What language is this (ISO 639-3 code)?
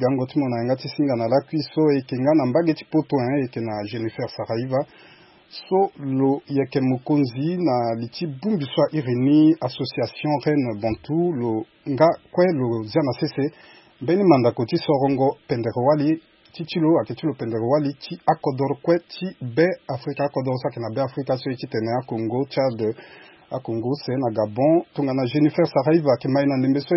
sag